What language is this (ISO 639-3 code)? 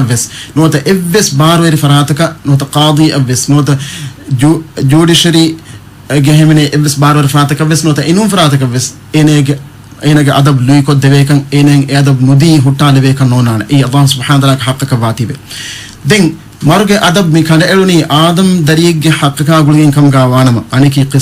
div